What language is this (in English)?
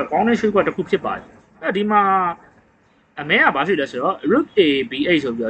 Burmese